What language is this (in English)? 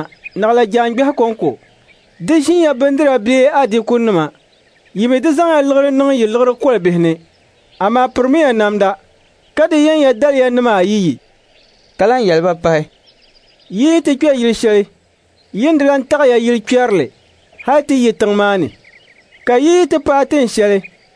Dagbani